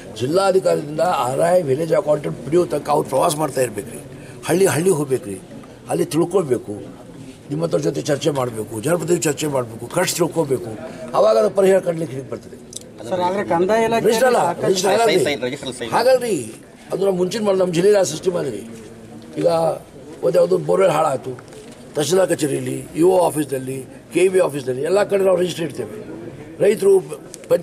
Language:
Kannada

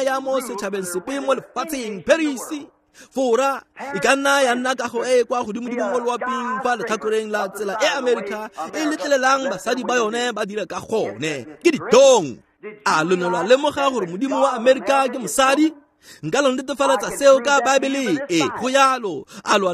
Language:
Tswana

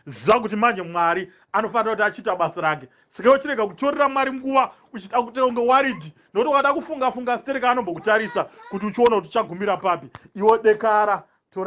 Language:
Shona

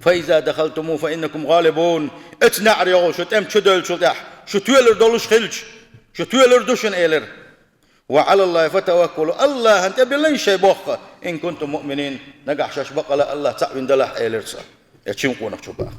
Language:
Chechen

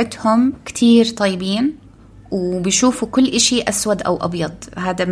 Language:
North Levantine Arabic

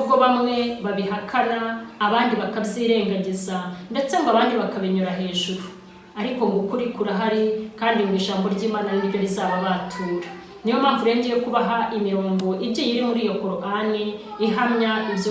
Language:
Kinyarwanda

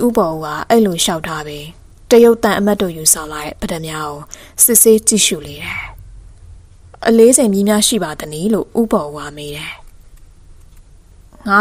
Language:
Burmese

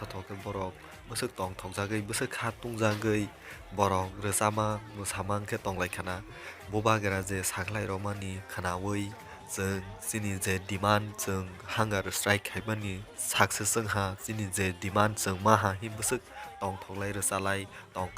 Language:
Kok Borok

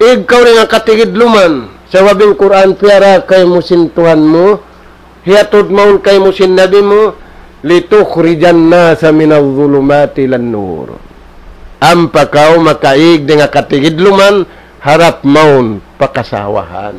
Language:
Tausug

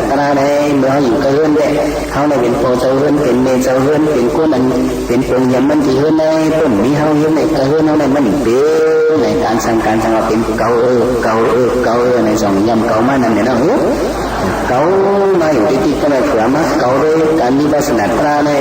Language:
Shan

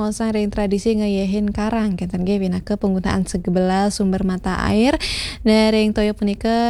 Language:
Balinese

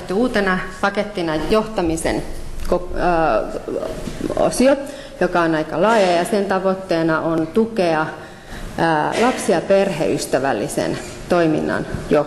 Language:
Finnish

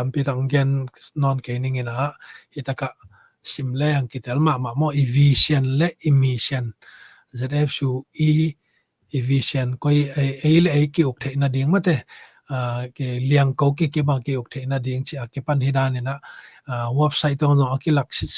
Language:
Tedim Chin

